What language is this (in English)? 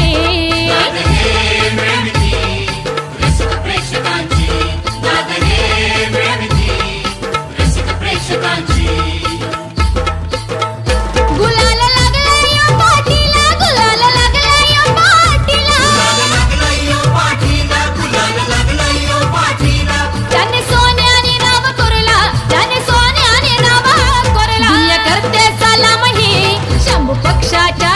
Marathi